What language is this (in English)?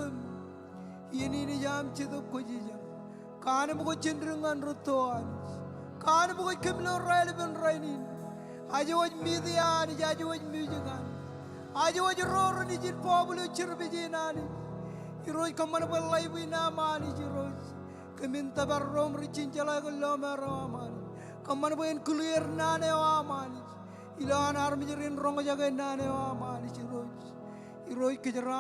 Marshallese